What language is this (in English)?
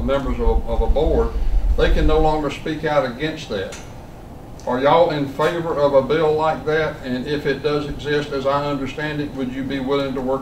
English